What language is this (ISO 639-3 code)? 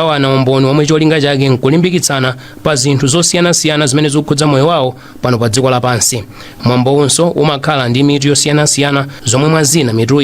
nya